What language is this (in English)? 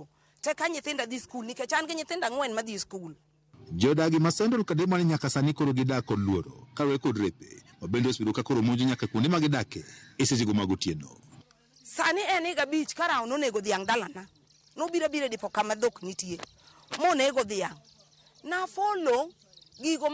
Luo (Kenya and Tanzania)